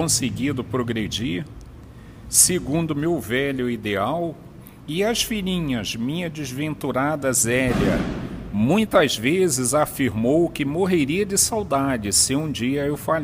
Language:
Portuguese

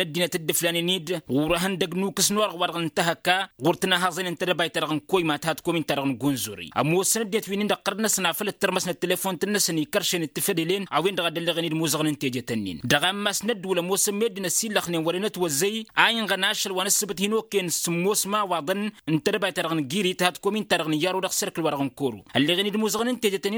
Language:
Tamasheq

